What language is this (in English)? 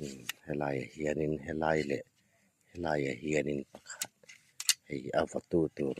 Hmar